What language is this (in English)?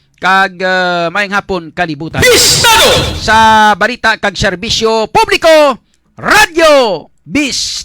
Hiligaynon